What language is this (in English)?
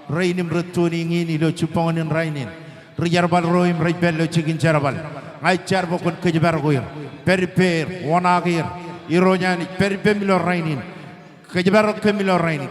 Marshallese